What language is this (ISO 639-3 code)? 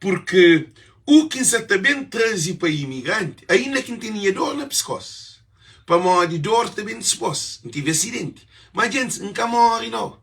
kea